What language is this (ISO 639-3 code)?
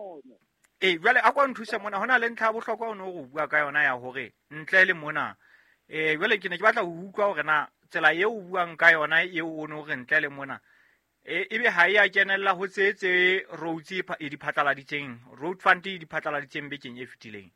sot